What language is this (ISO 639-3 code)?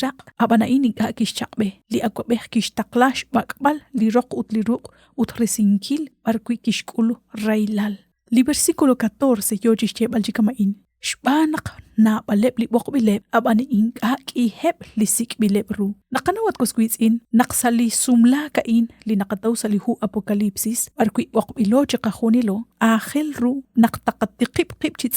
kek